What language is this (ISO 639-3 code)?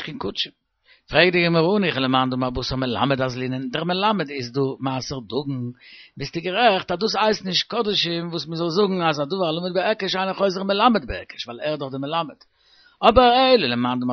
yid